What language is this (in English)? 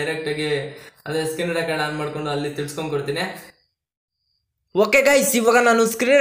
Kannada